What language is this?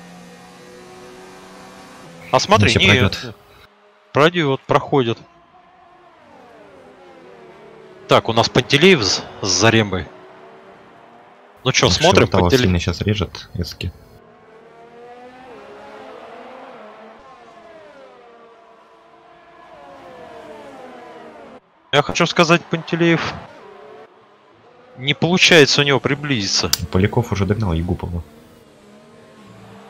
Russian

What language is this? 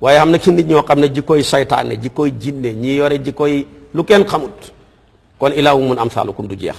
Wolof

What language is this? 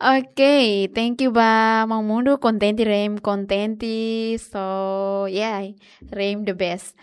Tetum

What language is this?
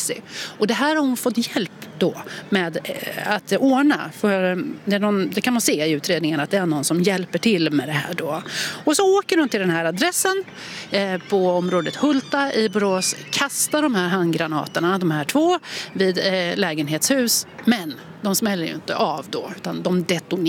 Swedish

